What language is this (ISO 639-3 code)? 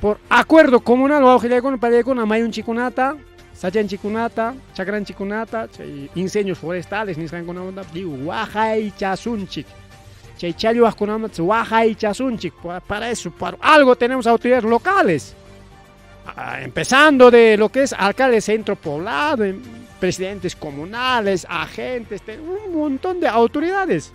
quy